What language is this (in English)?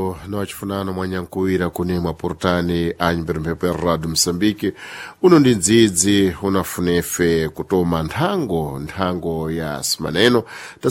Sena